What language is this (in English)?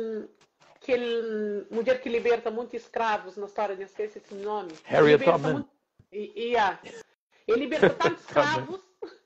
Kabuverdianu